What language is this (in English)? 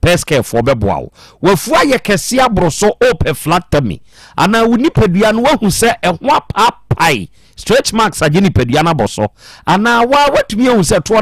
Akan